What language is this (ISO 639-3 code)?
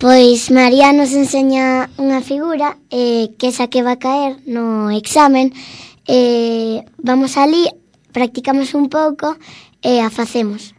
glg